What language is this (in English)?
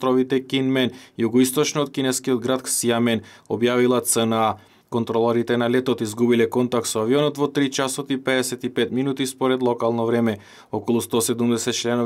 Macedonian